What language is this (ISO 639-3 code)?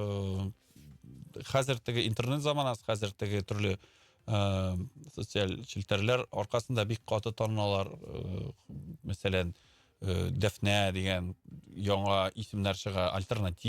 tat